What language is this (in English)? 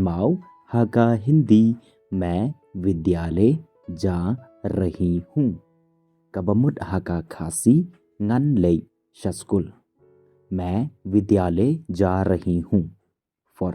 Khasi